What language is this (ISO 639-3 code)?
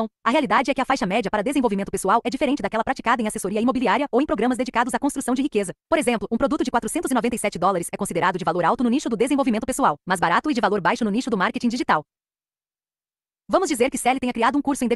por